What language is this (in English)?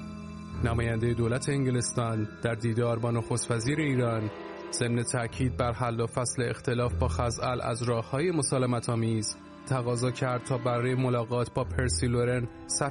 Persian